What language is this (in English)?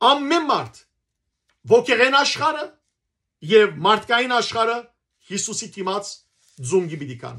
Western Armenian